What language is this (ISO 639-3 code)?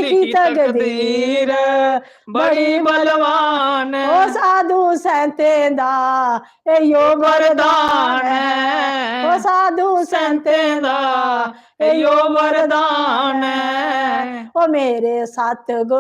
doi